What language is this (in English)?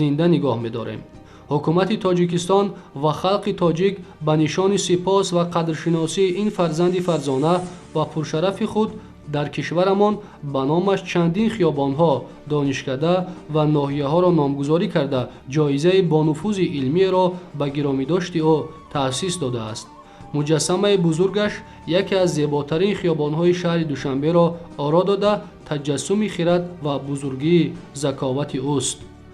Tajik